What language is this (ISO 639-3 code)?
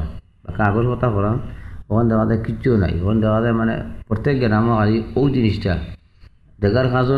ben